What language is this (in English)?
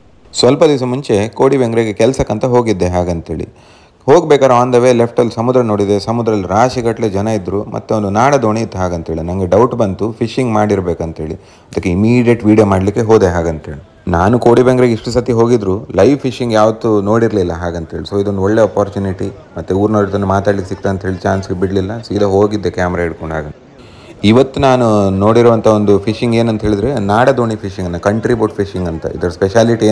Kannada